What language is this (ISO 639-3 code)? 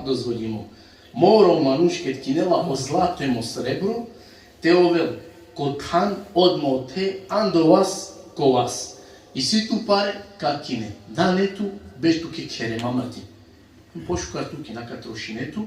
rmn